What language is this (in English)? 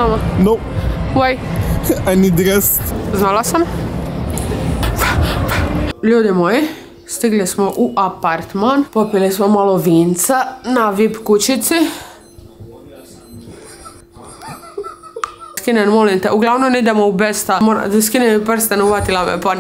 Croatian